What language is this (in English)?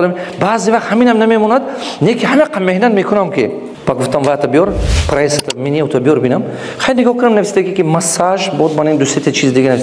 Tajik